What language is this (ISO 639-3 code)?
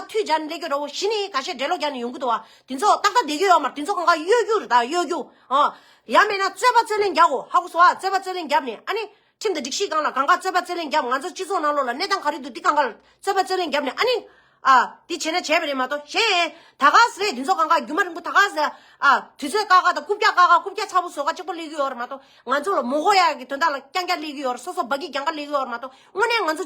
bod